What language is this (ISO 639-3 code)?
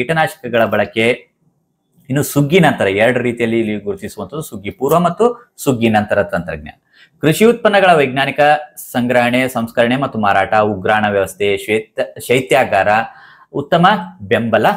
kan